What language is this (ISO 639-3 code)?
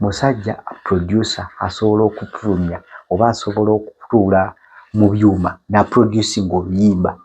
lug